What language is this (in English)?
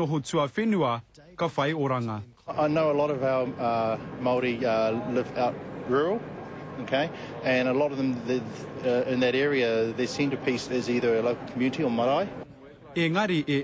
Māori